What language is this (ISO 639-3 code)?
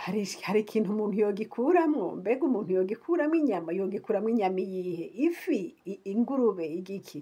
run